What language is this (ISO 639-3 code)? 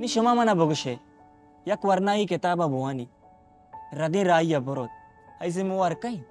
bal